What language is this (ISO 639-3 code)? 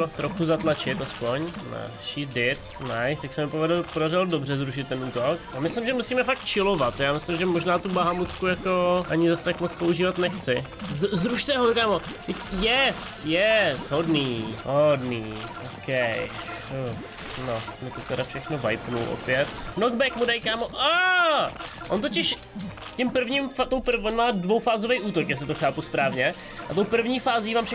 ces